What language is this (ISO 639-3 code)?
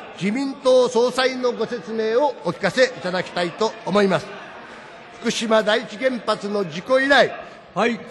jpn